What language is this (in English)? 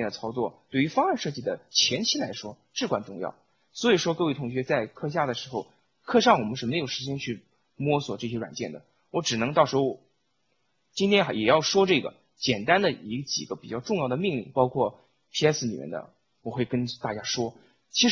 Chinese